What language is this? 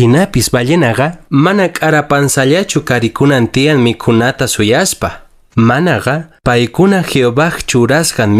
Quechua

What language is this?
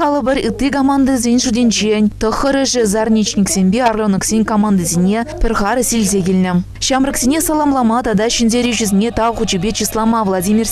Chuvash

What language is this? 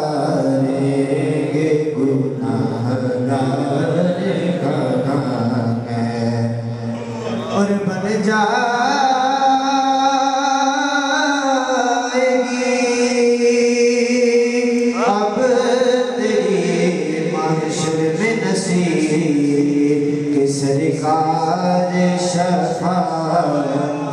Urdu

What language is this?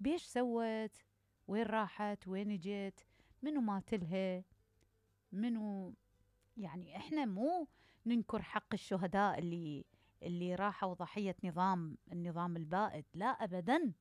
Mesopotamian Arabic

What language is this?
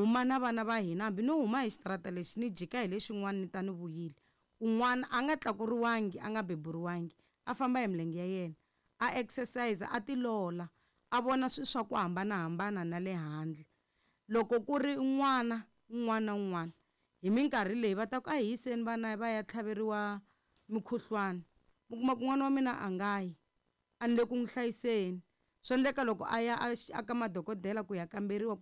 Tsonga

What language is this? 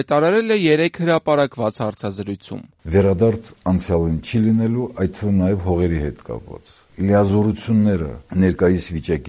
Armenian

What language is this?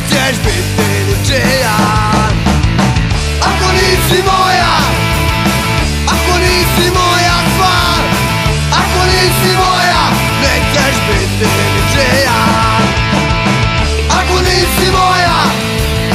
Serbian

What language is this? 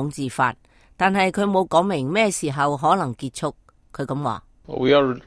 Cantonese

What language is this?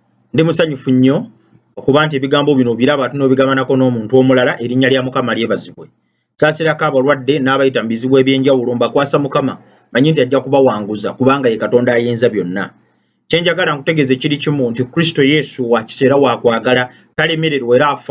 Ganda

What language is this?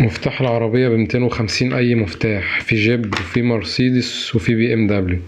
Egyptian Arabic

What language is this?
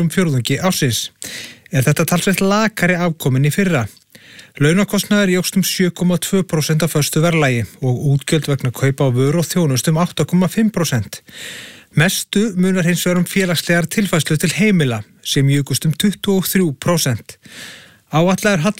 Icelandic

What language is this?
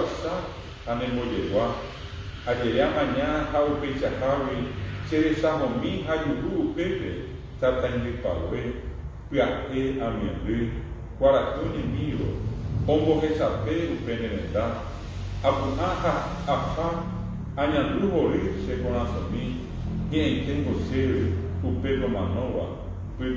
Guarani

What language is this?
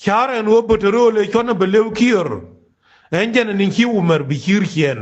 Nuer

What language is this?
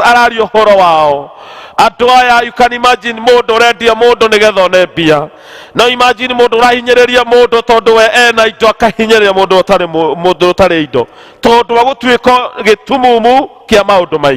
Kikuyu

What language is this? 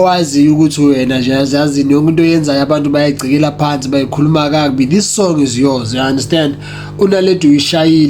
Zulu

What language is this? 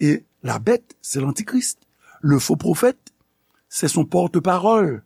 Haitian Creole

